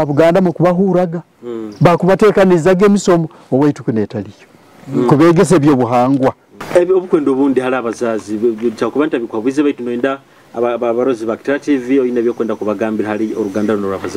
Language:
Nyoro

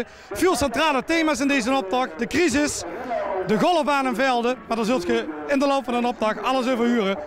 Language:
Limburgish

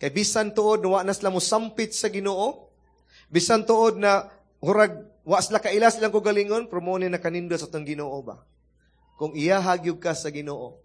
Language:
Cebuano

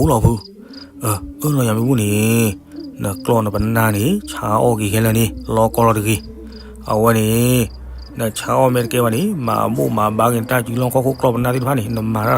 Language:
S'gaw Karen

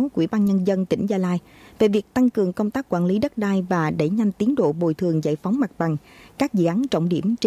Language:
Vietnamese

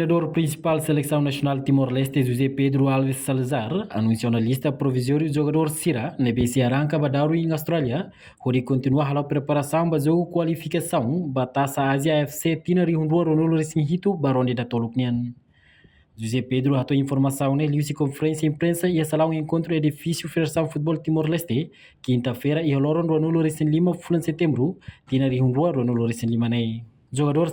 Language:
Tetum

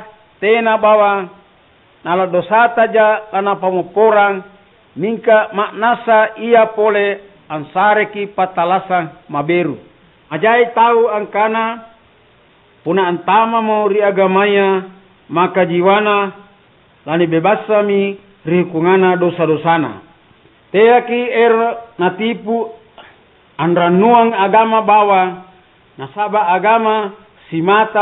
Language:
Makasar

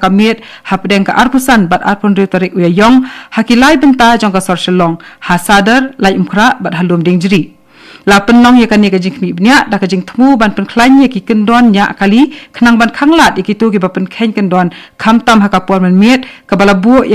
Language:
Khasi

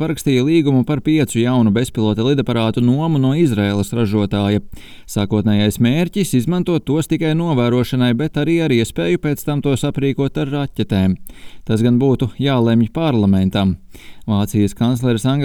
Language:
Latvian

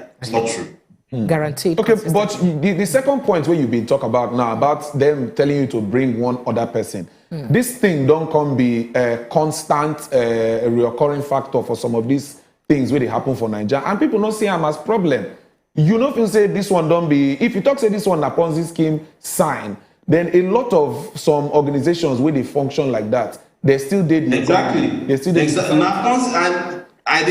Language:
Nigerian Pidgin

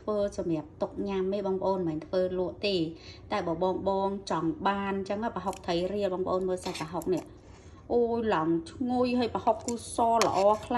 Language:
Khmer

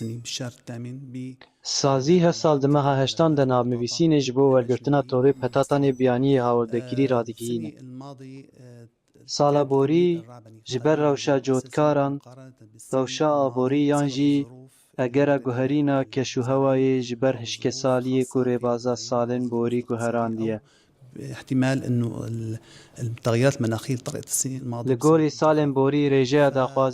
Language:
Kurdish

